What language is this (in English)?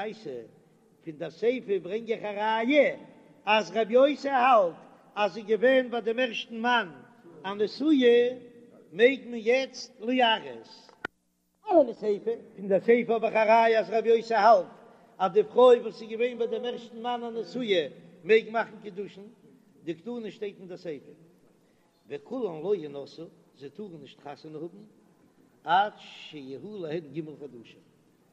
Yiddish